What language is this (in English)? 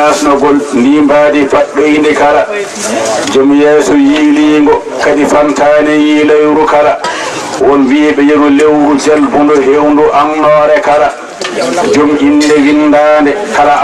Fula